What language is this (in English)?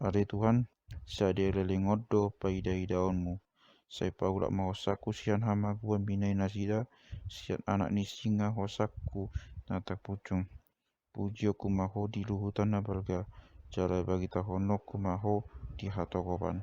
Batak Toba